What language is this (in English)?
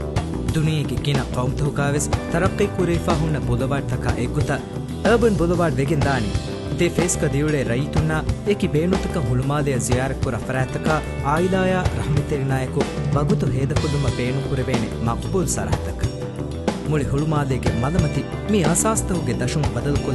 Divehi